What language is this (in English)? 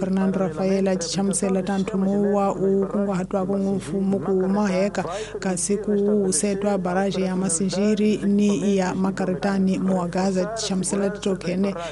Tsonga